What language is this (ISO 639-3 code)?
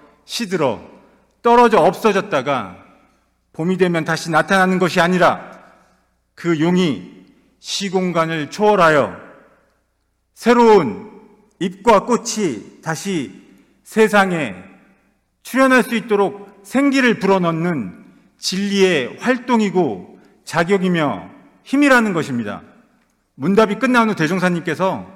kor